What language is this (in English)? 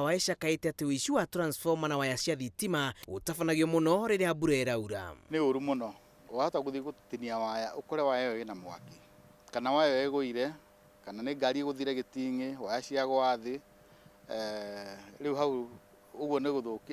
Kikuyu